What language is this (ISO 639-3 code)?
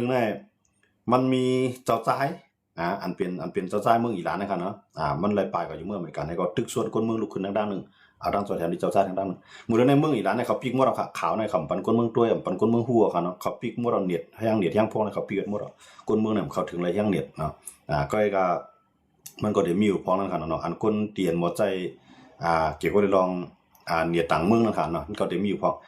shn